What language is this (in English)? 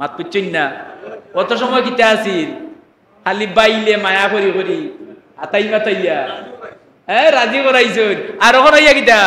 Sylheti